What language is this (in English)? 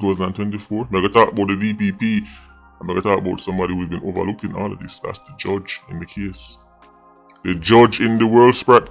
Jamaican Creole English